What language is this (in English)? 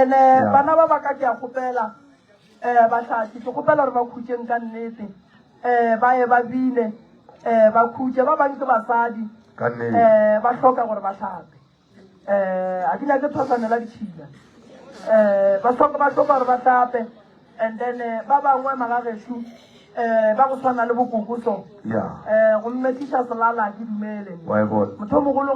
Northern Sotho